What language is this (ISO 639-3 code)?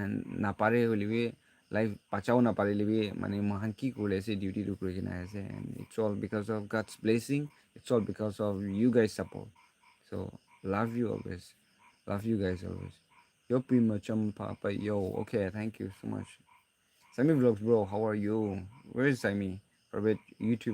nag